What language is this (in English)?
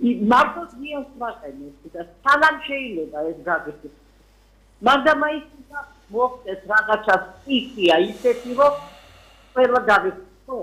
Georgian